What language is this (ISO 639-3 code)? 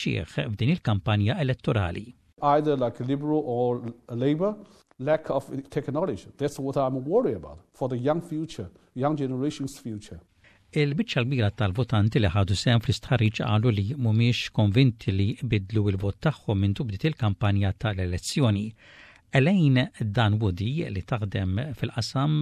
mlt